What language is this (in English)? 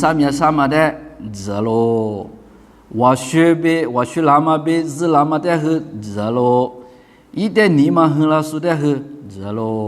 Lisu